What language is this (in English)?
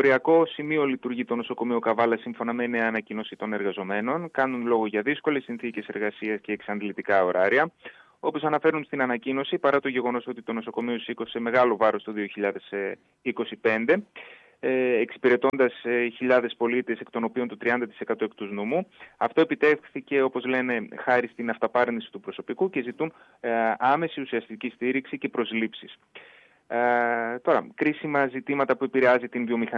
Greek